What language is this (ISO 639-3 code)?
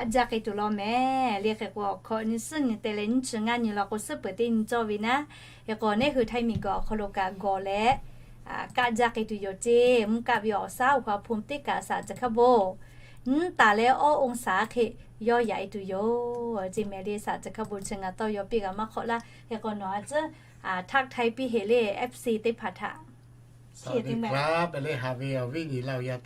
lhu